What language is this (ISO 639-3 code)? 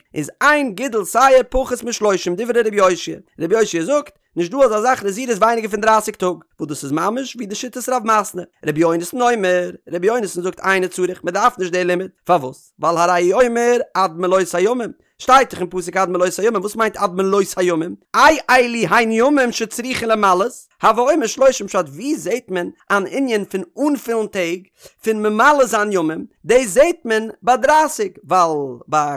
yid